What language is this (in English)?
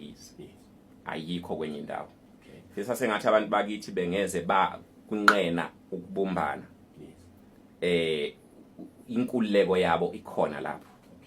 Zulu